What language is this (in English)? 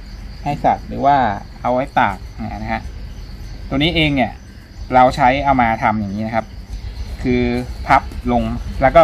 Thai